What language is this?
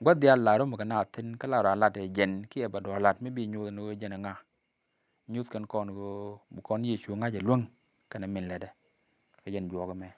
Nuer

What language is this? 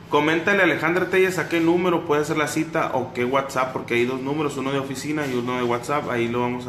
Spanish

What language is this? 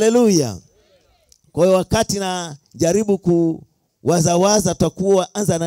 Swahili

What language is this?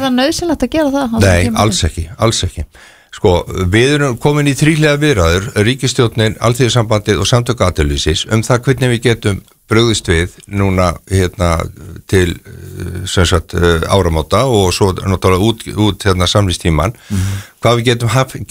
Icelandic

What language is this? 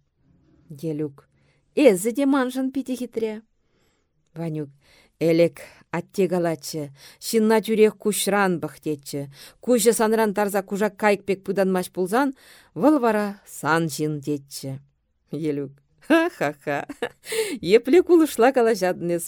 Chuvash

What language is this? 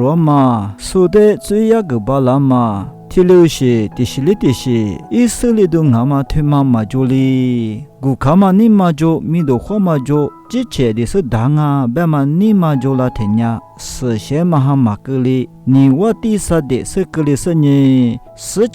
Lisu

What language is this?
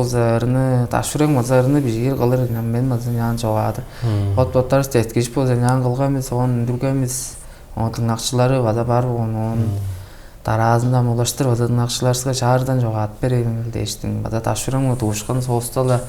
Tuvinian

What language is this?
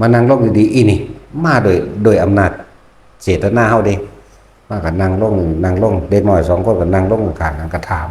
Northeastern Thai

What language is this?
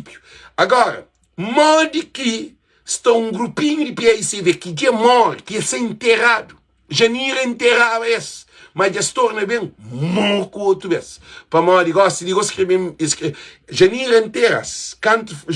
Kabuverdianu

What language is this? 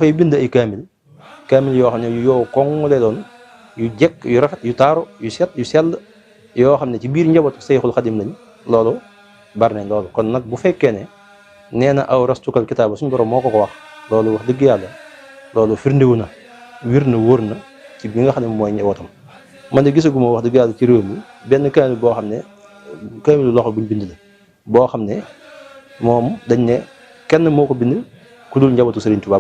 Wolof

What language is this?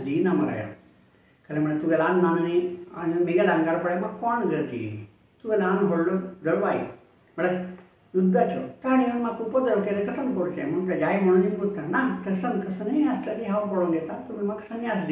Konkani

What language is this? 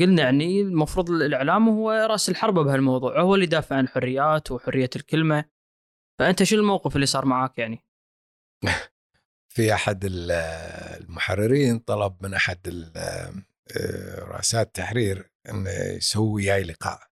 Gulf Arabic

